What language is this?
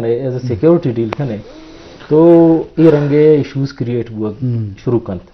Eastern Balochi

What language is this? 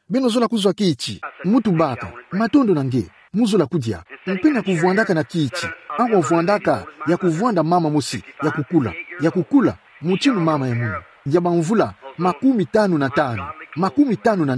Kituba (Democratic Republic of Congo)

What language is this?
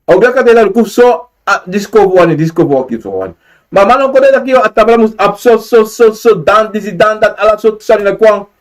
Sranan Tongo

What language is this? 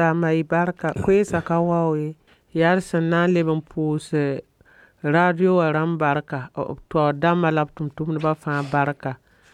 Mossi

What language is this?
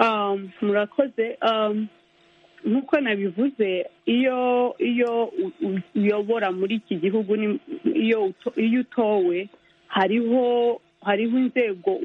Kinyarwanda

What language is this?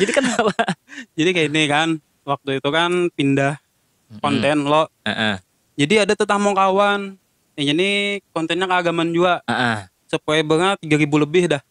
Banjar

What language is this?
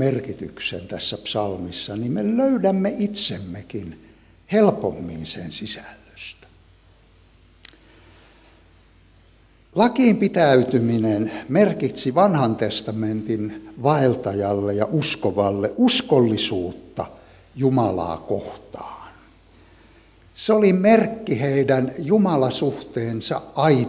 Finnish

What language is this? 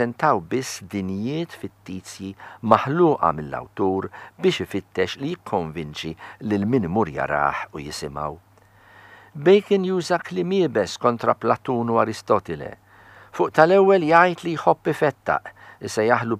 Maltese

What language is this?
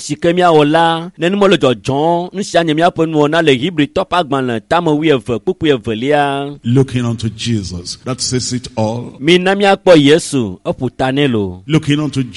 Ewe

